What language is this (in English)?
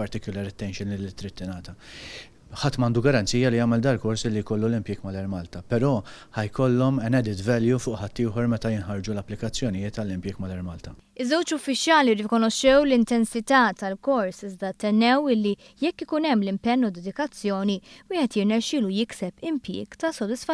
Maltese